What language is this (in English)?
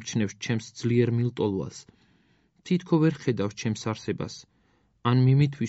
Georgian